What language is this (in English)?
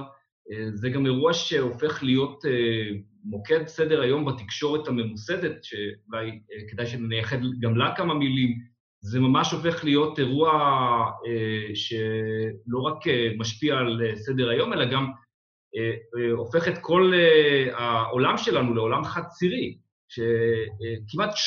Hebrew